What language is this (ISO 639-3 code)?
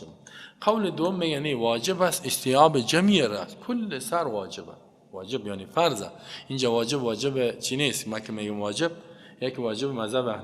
fas